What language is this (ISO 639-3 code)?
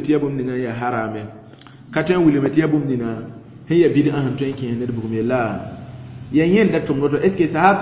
mos